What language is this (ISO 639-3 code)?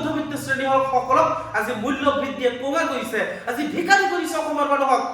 asm